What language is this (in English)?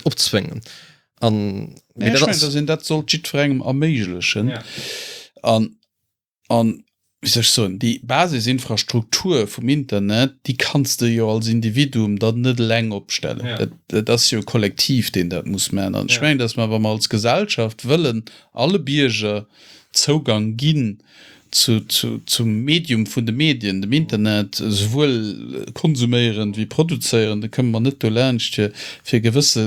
Luxembourgish